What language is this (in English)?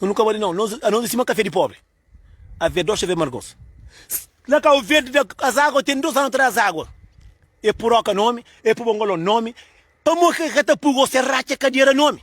Kabuverdianu